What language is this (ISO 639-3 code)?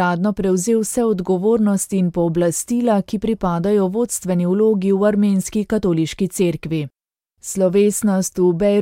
slv